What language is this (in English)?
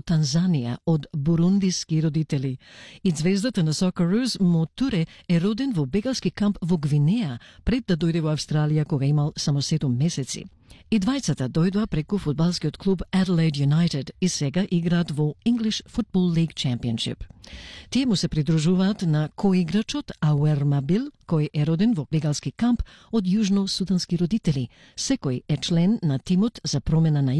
Macedonian